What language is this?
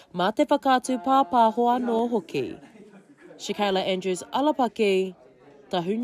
Māori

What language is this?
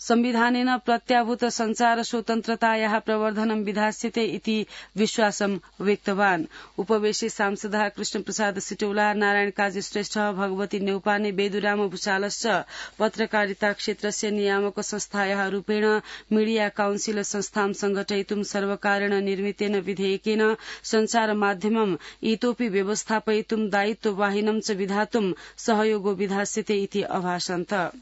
Sanskrit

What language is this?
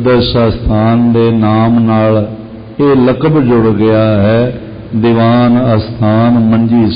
Punjabi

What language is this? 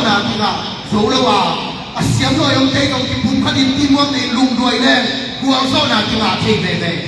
Tedim Chin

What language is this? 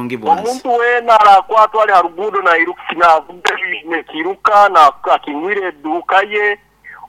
Nyoro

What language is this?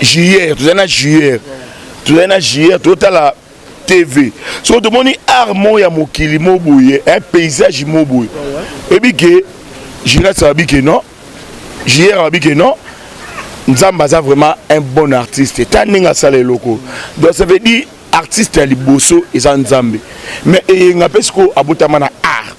Lingala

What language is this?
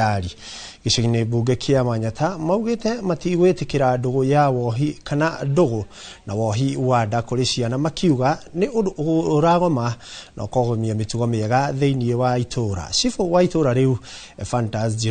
Kikuyu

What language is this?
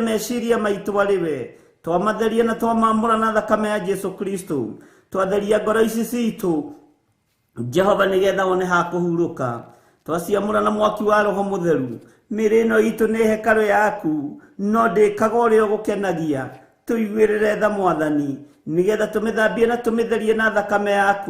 Kikuyu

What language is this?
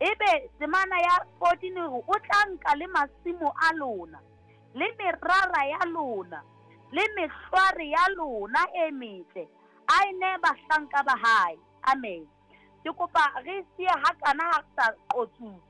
Southern Sotho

